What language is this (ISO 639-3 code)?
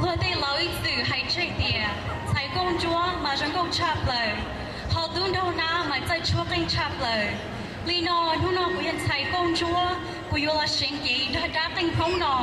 hmn